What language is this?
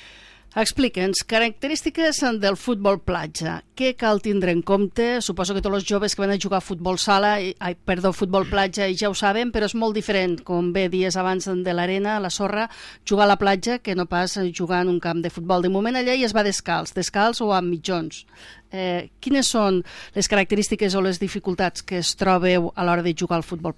Catalan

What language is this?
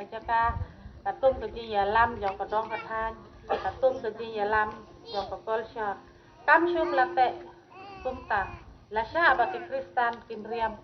Khasi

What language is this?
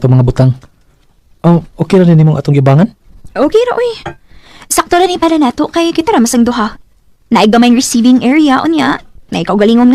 Cebuano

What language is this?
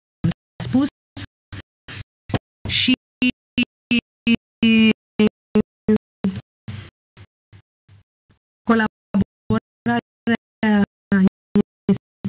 Romanian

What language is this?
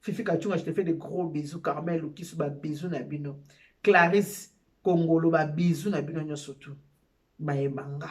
Lingala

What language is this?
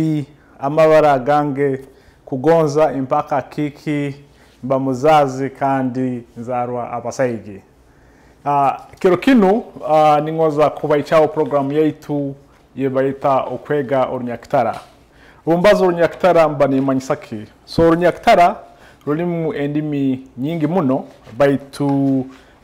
Nyoro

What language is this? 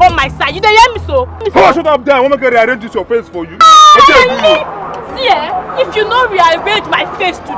Nigerian Pidgin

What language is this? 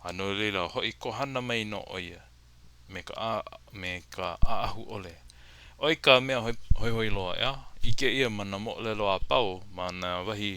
Hawaiian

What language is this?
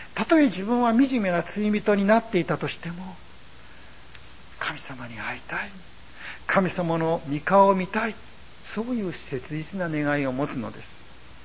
Japanese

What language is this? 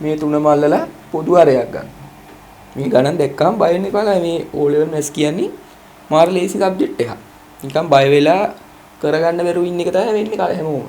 Sinhala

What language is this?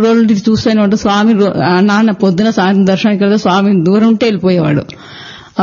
Telugu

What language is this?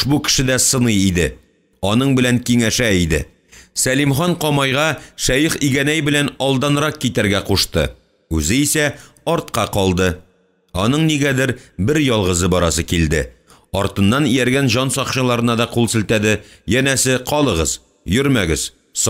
Tatar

